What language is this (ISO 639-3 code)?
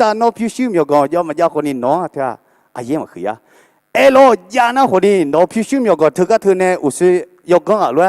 ahk